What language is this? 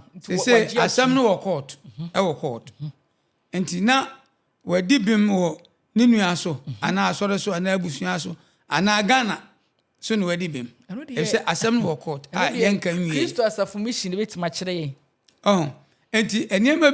Akan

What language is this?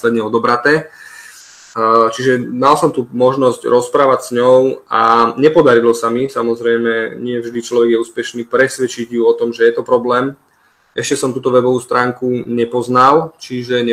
Slovak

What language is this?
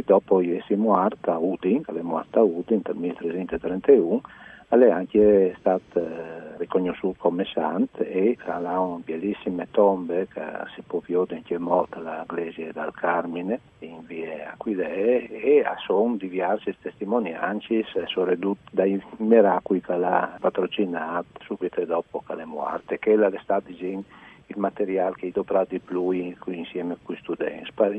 Friulian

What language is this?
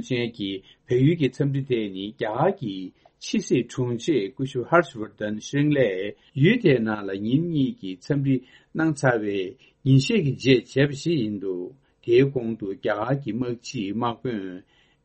Tibetan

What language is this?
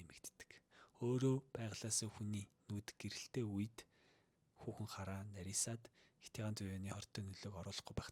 Mongolian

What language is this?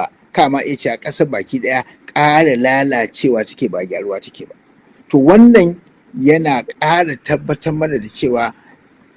Hausa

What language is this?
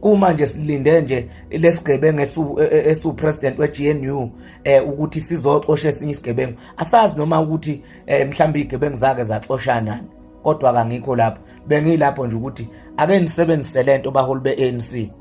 Zulu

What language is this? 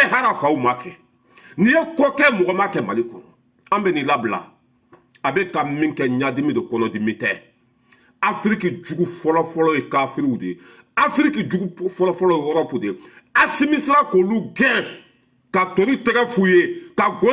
Bambara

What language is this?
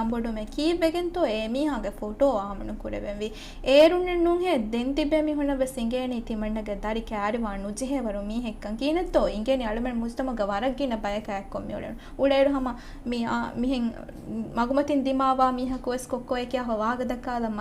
Divehi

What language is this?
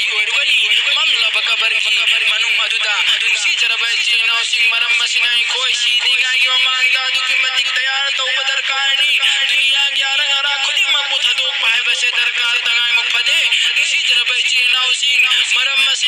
Manipuri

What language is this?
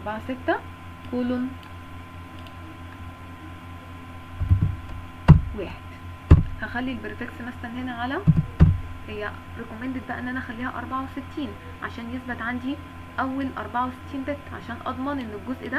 Egyptian Arabic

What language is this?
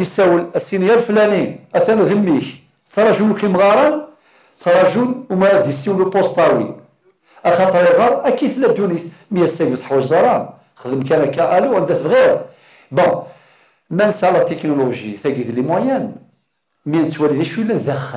Kabyle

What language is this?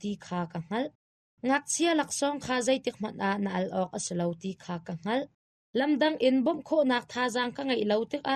Hakha Chin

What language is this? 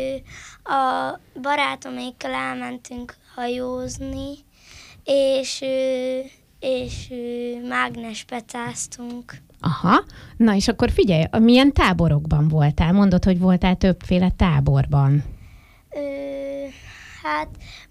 Hungarian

